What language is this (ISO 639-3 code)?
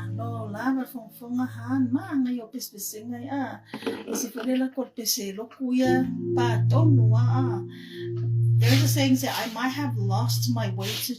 smo